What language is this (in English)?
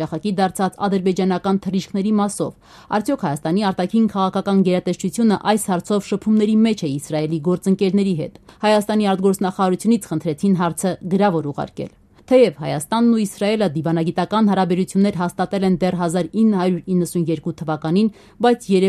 Armenian